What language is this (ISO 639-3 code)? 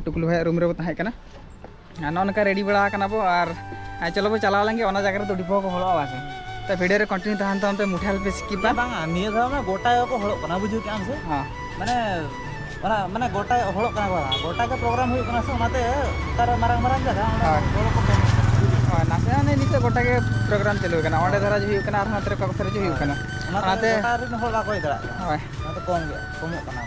sat